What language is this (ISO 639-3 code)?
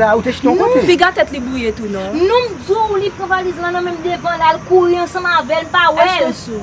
hat